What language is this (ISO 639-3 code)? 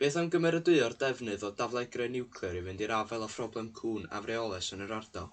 cym